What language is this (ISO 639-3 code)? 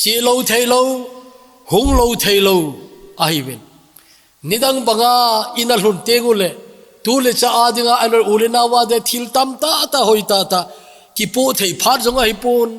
tcz